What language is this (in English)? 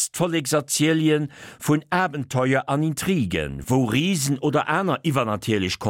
Luxembourgish